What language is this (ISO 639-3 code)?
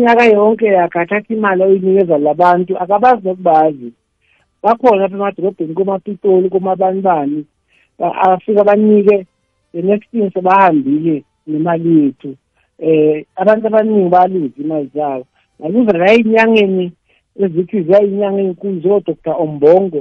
nbl